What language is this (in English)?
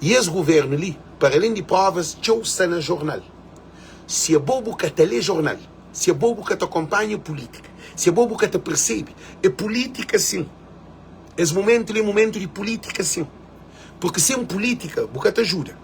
Kabuverdianu